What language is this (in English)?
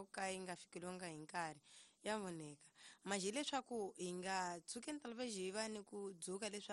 Tsonga